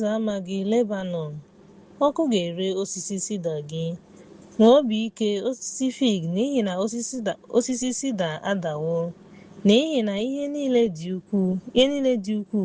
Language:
Igbo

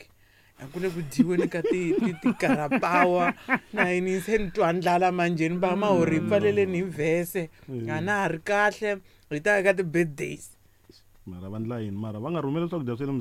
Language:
Tsonga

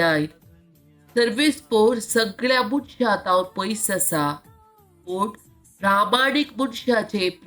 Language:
Konkani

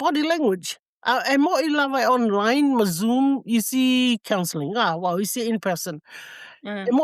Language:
Samoan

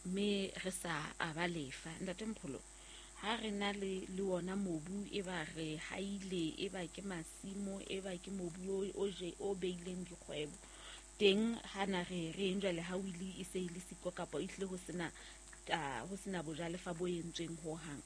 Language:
Southern Sotho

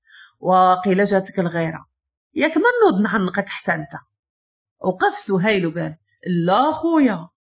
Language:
Moroccan Arabic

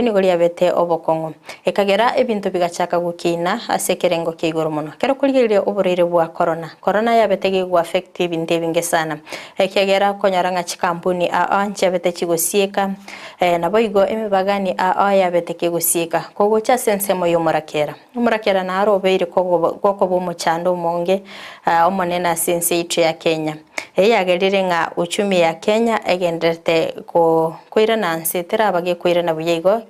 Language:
Gusii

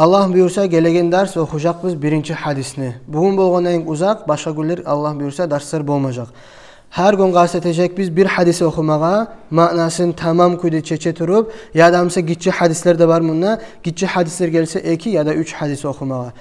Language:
Kumyk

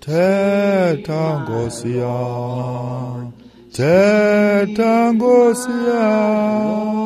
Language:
Xhosa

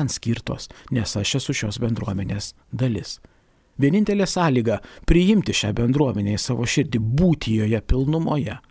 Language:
Lithuanian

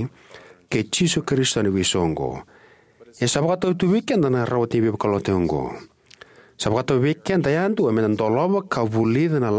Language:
Fijian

